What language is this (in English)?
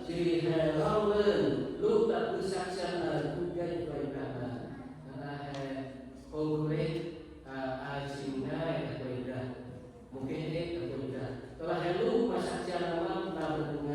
Central Mnong